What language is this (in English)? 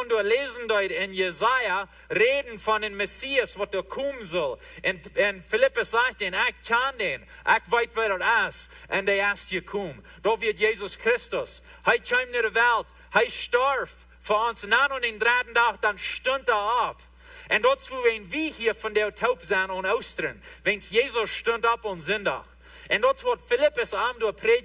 Plautdietsch